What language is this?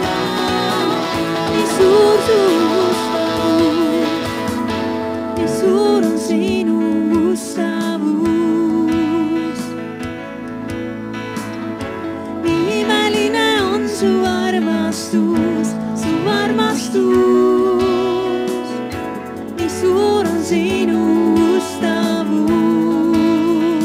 Estonian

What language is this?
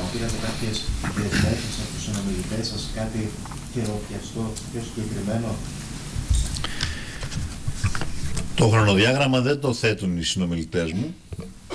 Greek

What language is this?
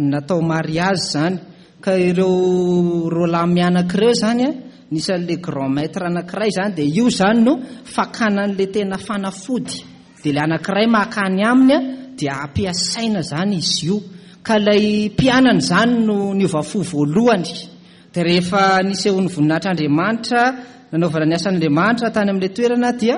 Malagasy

